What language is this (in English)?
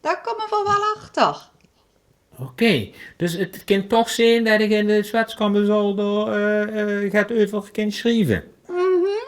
Limburgish